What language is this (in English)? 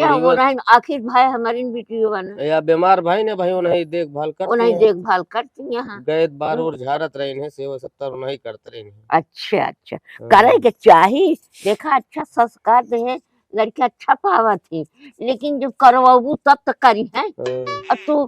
Awadhi